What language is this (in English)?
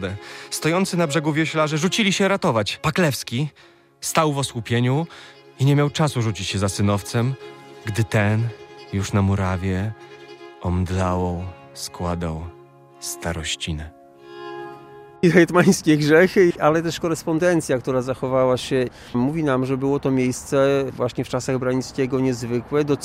Polish